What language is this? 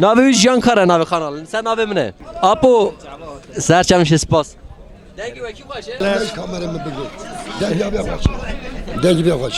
Kurdish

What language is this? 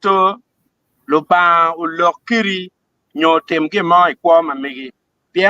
Acoli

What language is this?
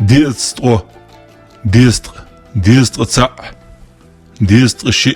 Ingush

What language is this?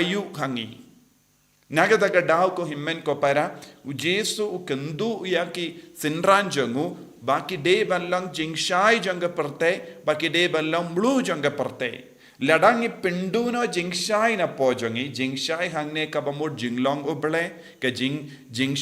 Khasi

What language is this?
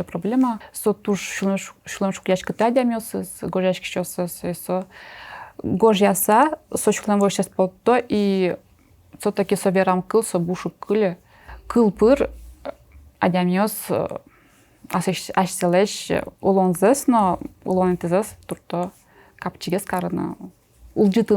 Udmurt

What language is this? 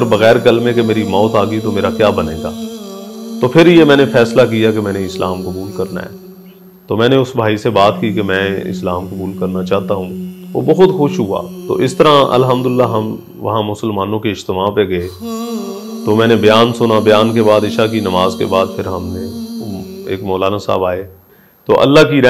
Urdu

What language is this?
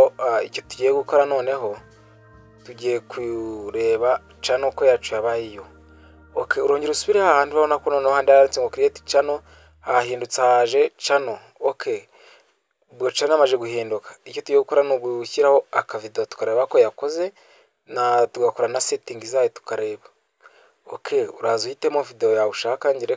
Kinyarwanda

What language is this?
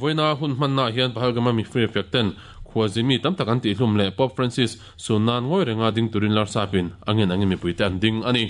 Mizo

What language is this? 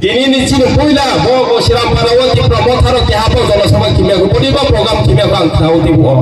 Riang (India)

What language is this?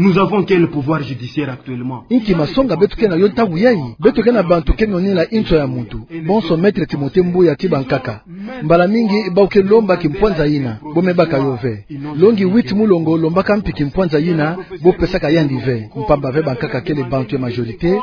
Kituba (Democratic Republic of Congo)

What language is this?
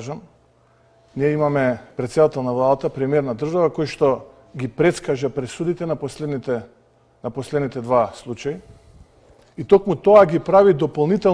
Macedonian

